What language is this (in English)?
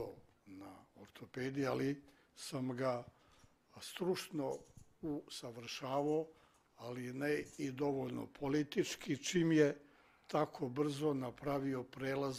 Serbian